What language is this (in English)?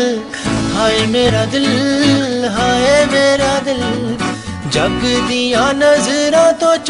Punjabi